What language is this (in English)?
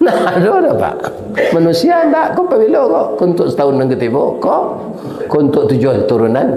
Minangkabau